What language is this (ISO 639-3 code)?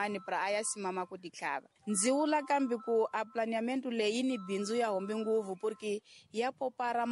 tso